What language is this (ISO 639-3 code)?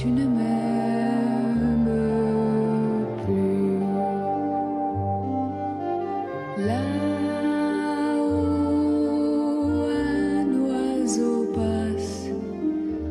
spa